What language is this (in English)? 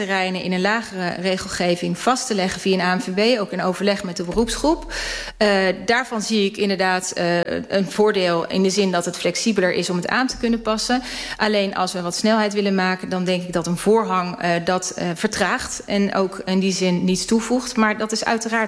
Dutch